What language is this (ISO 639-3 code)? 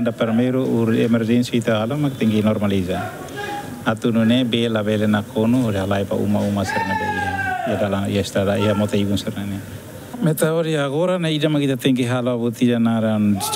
tet